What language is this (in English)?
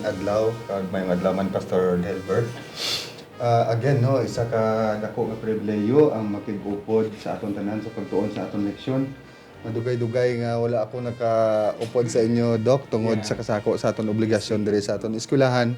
Hiligaynon